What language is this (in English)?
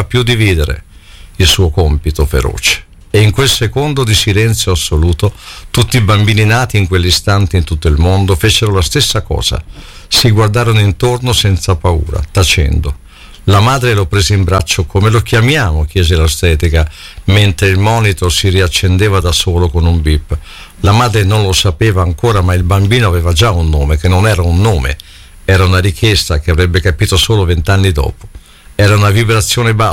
Italian